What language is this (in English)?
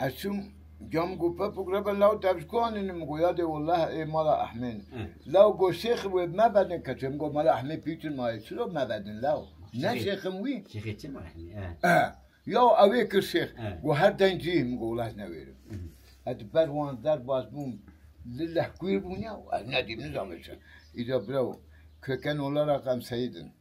Kurdish